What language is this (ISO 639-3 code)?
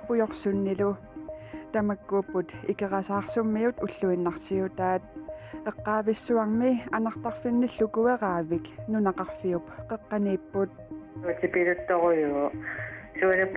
kal